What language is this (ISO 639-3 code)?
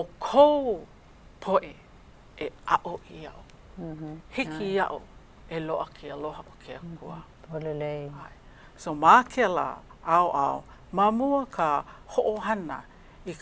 haw